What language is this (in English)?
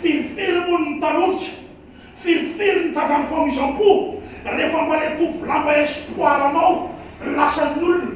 Malagasy